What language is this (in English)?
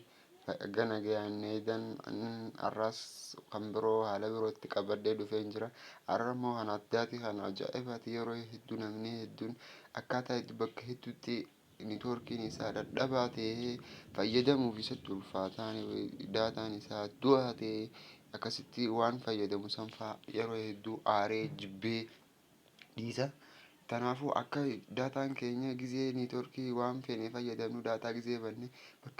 Oromo